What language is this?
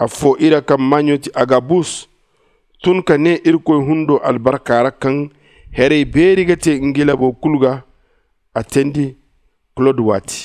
Zarma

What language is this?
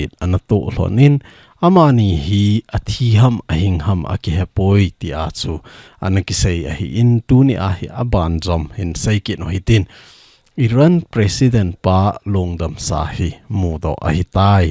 Thado Chin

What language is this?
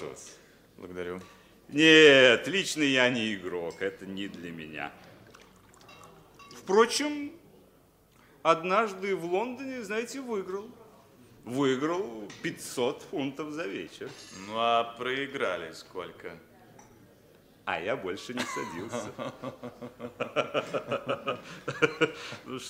Russian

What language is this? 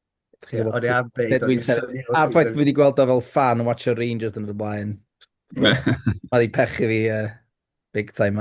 Welsh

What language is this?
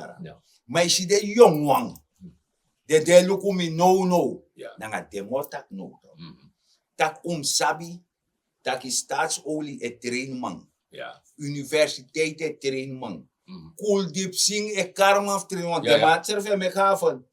Sranan Tongo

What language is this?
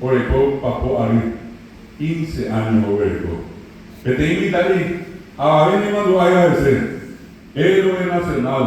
Guarani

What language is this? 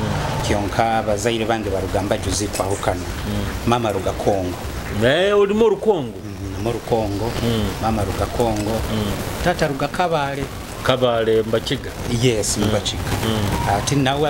Nyoro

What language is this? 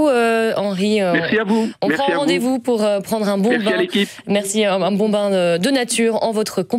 French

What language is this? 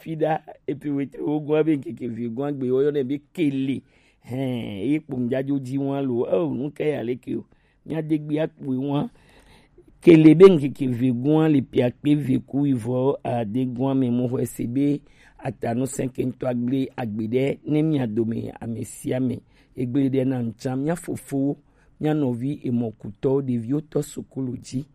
Gen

